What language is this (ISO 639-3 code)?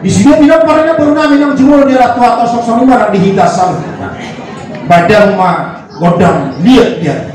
bbc